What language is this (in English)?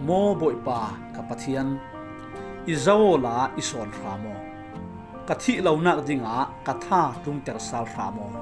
Falam Chin